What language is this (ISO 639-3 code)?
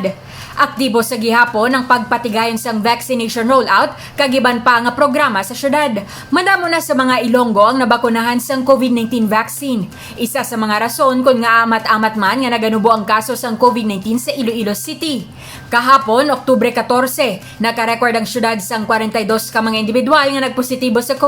hil